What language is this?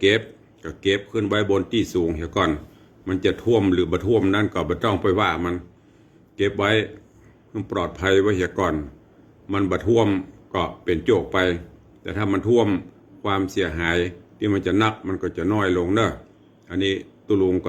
Northern Thai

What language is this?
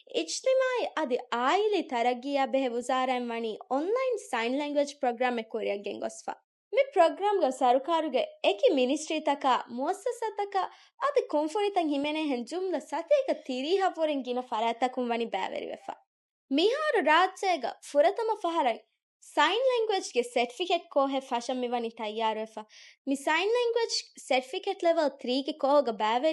Divehi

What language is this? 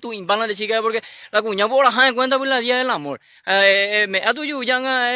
Guarani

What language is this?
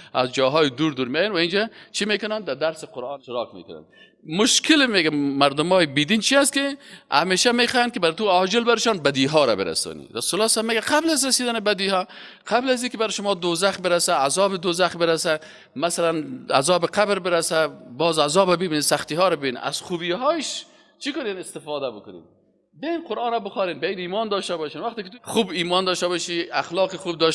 Persian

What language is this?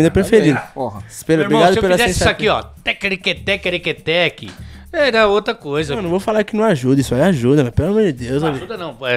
Portuguese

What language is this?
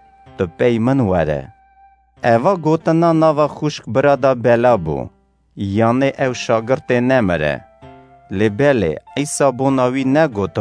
Kurdish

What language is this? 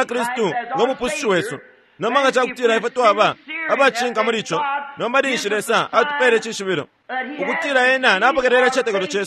Bemba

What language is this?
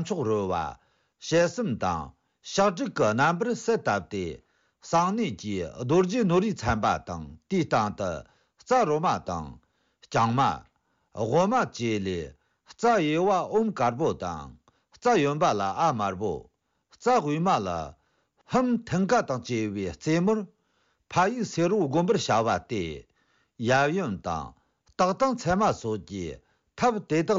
Tibetan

